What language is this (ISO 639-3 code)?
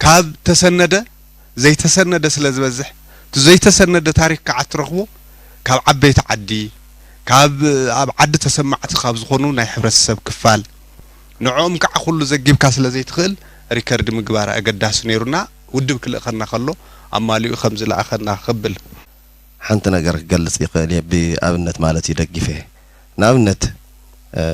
tir